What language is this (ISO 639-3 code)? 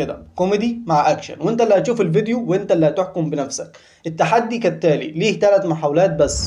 arz